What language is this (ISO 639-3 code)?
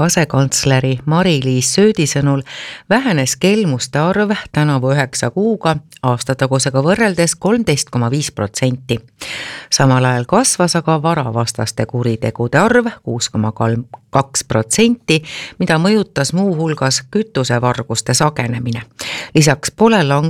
est